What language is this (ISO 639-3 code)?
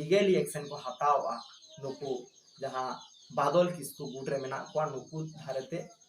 sat